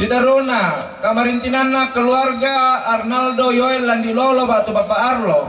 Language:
Toraja-Sa'dan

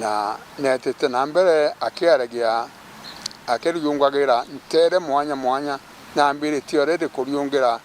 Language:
Meru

